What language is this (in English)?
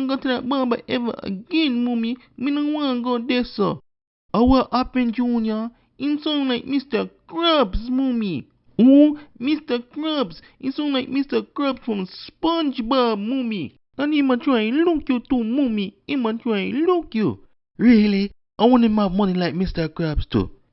Jamaican Creole English